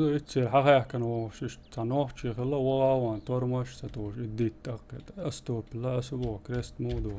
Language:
Chechen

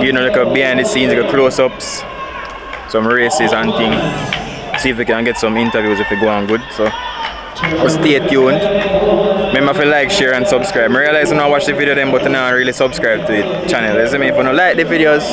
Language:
Jamaican Creole English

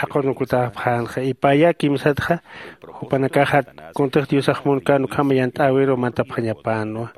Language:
Aymara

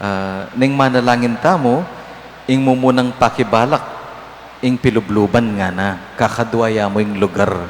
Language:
Pampanga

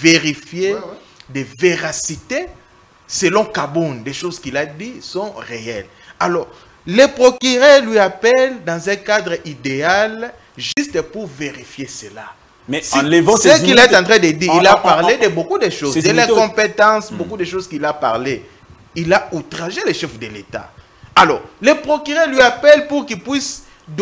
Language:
French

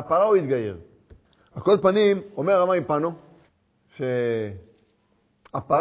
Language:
Hebrew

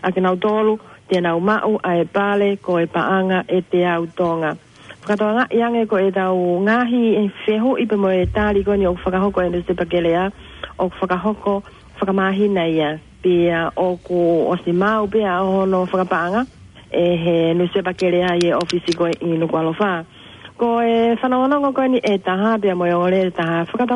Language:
Tongan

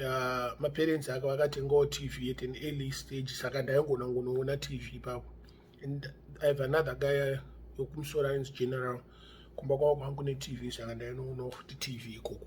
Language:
Shona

